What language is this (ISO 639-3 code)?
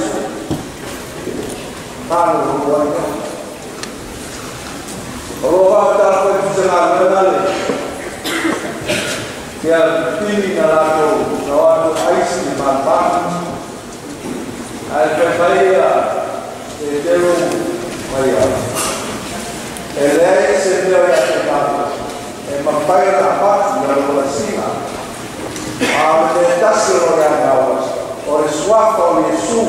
smo